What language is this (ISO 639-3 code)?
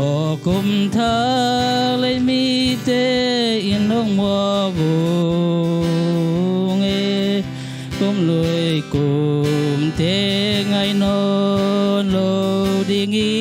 ctd